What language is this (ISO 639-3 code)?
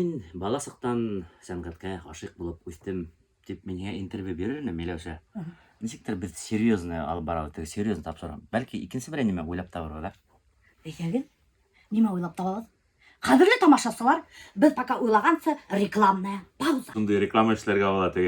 bak